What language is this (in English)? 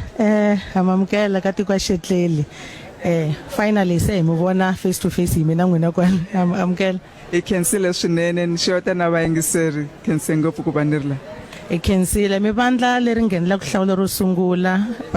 Tsonga